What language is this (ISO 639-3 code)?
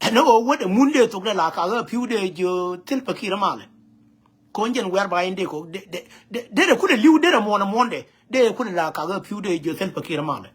nus